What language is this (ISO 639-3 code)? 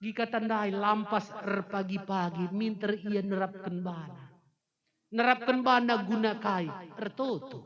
btx